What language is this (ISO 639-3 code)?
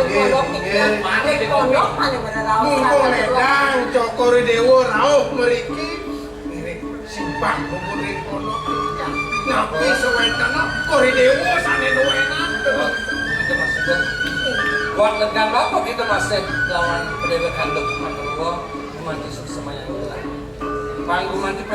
ban